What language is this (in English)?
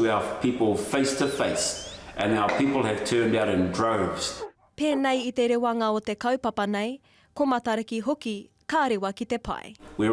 Māori